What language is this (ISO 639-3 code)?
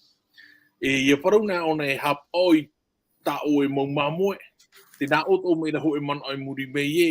tah